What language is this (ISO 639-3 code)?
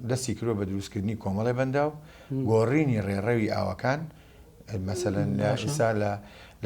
ckb